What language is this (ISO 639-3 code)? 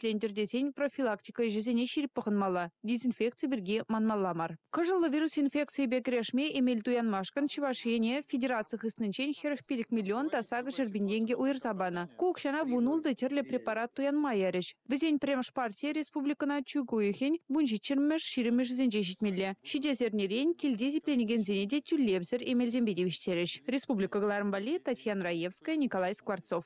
chv